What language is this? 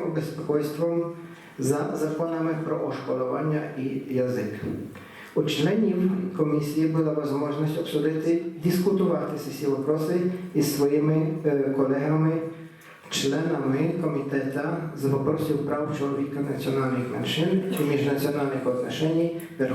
Rusyn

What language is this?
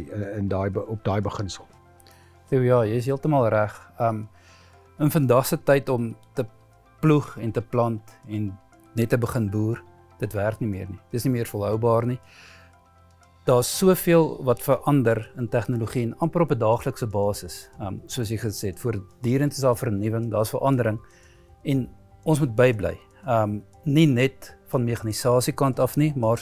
Afrikaans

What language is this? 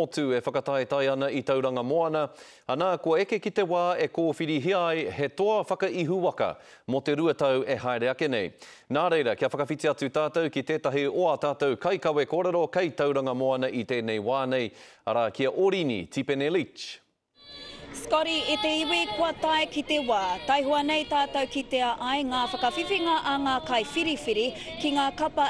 Māori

